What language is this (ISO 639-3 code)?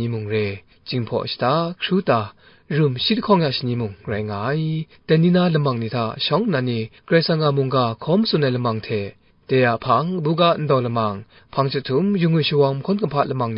kac